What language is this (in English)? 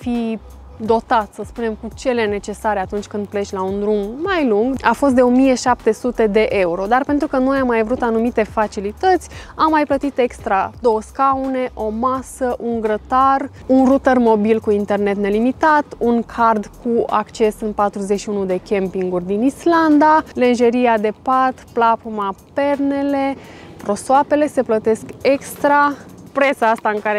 Romanian